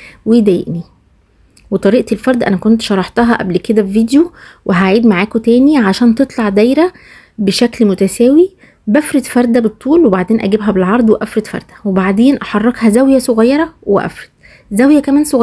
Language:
Egyptian Arabic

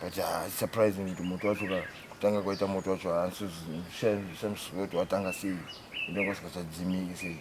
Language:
Shona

